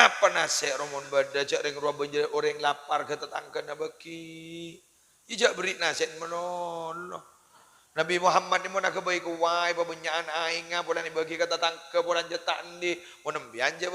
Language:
Madurese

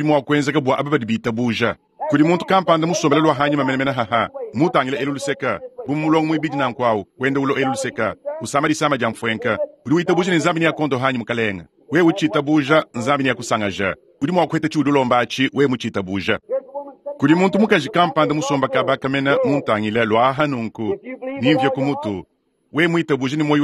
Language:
Luba-Lulua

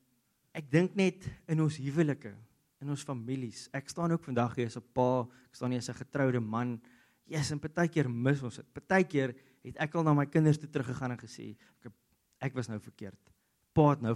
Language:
Afrikaans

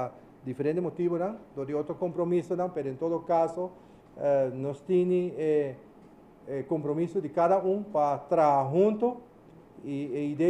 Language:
Papiamento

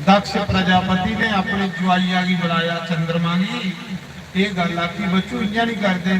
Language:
Dogri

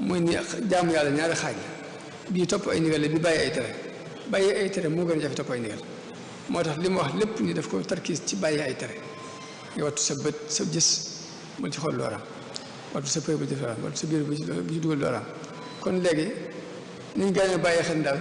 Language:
Wolof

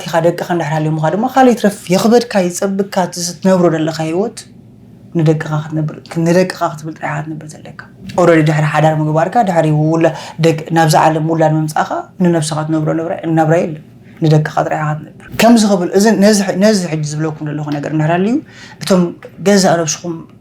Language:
Tigrinya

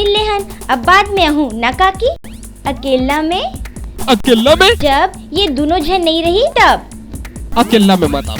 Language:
Chhattisgarhi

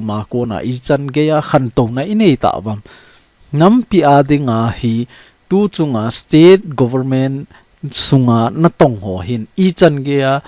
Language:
Thado Chin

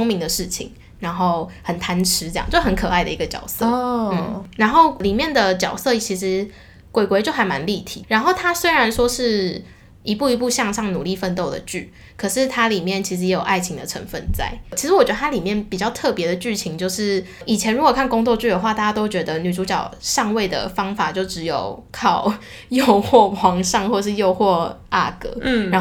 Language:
Chinese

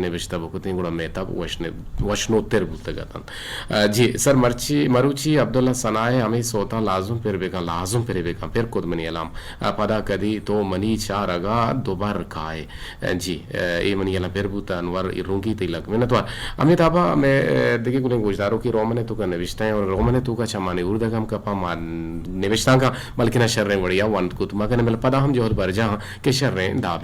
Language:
Eastern Balochi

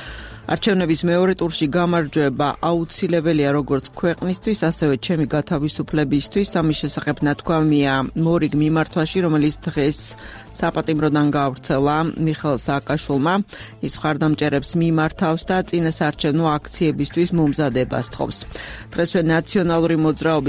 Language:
Georgian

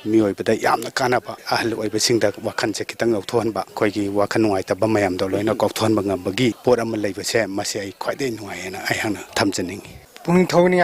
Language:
Manipuri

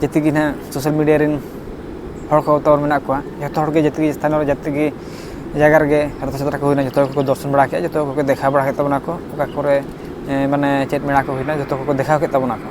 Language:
Santali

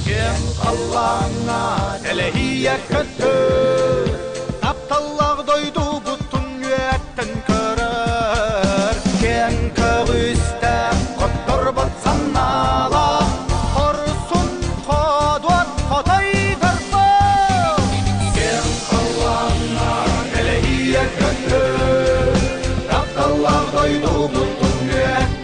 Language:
Yakut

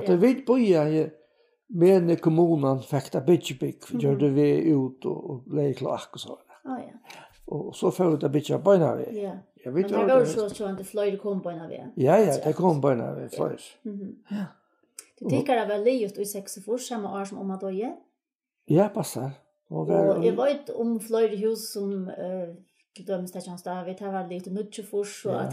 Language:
Faroese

